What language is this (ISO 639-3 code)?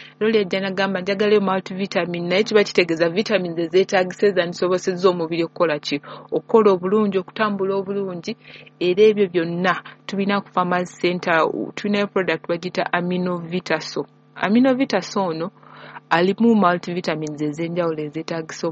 lug